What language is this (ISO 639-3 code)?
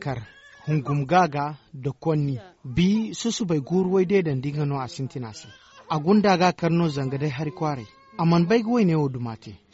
dje